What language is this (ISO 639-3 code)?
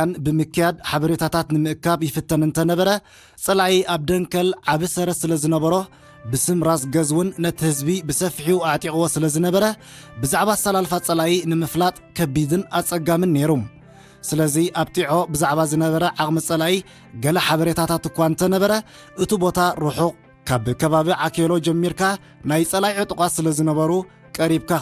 tir